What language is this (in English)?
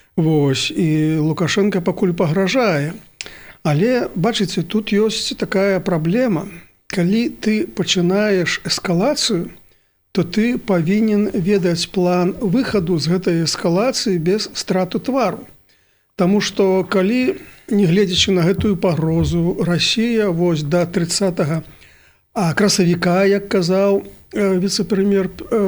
Belarusian